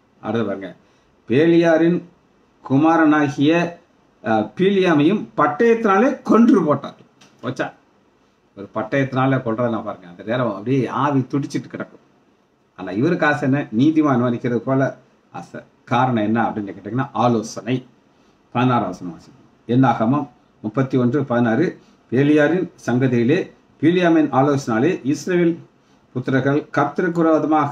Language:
Tamil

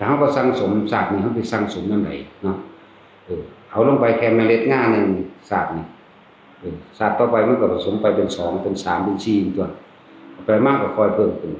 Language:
Northeastern Thai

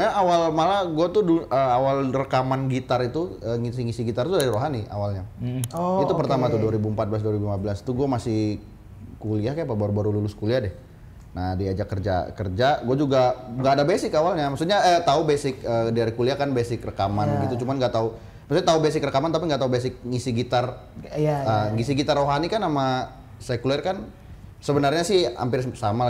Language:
Indonesian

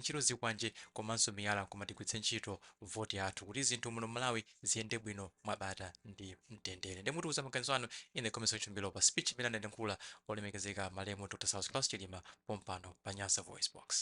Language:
Nyanja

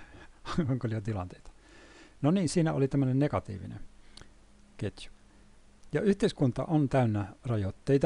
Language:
Finnish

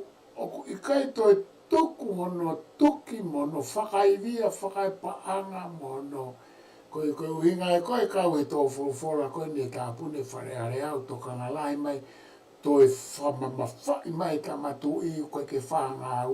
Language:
Tongan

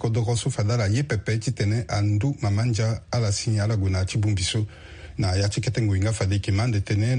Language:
Sango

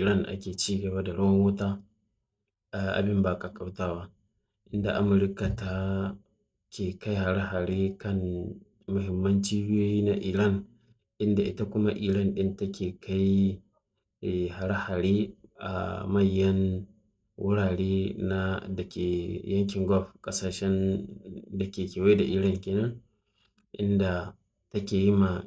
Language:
Hausa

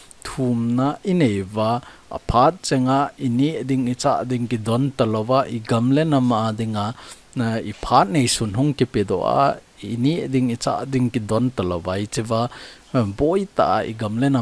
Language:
Thado Chin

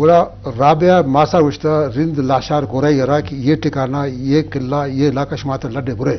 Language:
Eastern Balochi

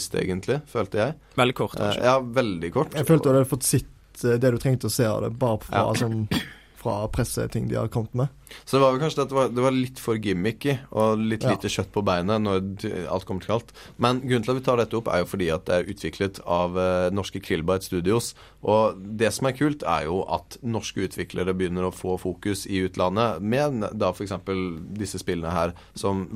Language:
Norwegian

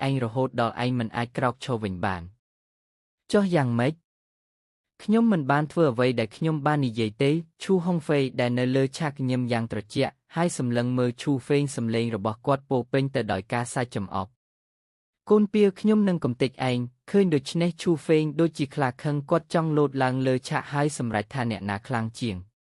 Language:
Khmer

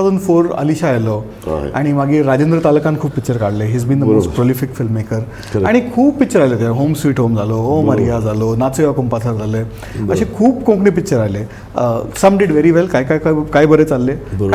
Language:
Konkani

